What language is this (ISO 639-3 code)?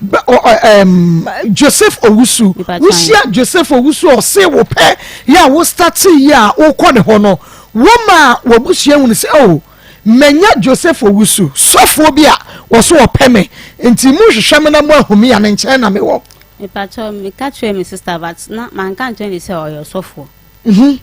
aka